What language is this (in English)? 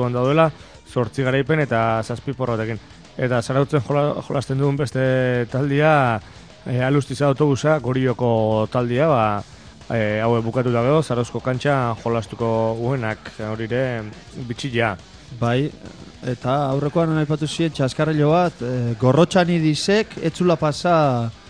Basque